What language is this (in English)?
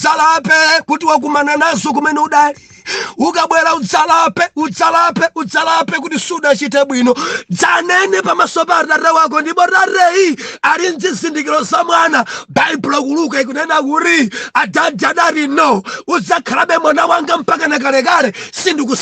Nyanja